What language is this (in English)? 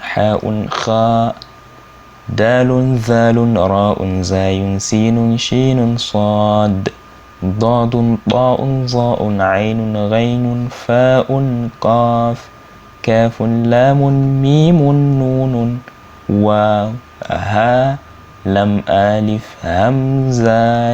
Hausa